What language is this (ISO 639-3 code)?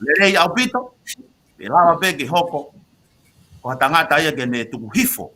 ton